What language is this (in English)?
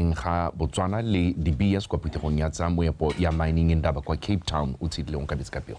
Tswana